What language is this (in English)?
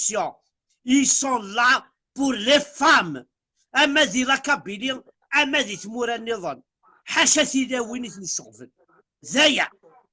Kabyle